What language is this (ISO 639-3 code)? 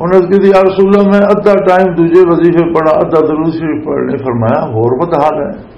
lah